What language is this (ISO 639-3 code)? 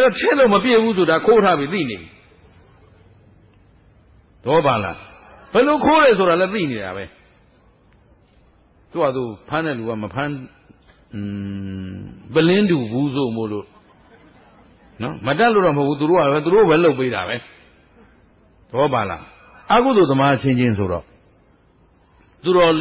mya